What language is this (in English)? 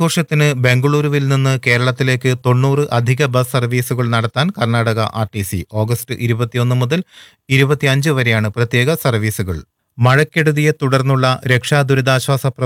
Malayalam